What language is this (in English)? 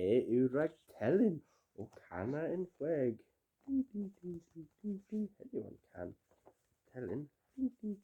Cornish